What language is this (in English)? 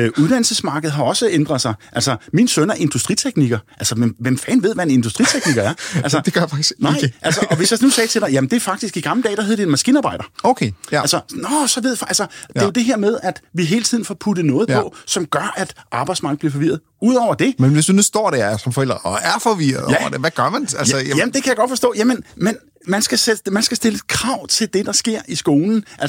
Danish